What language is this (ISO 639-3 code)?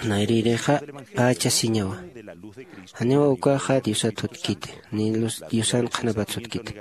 aym